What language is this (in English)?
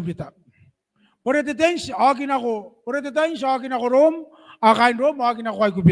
Gilbertese